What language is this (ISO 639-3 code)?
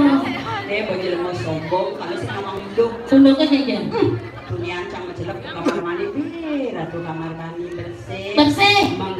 ban